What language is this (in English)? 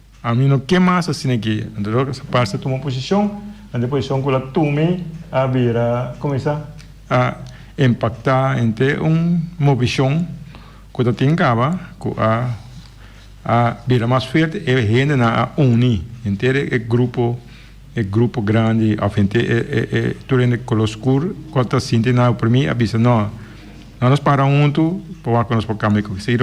Papiamento